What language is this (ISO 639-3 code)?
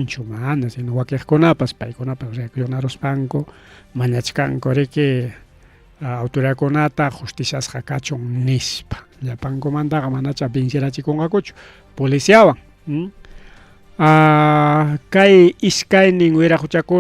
quy